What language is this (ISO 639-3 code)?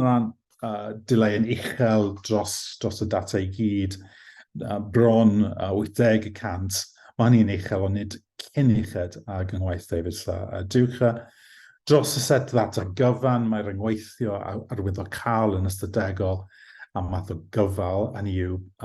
cym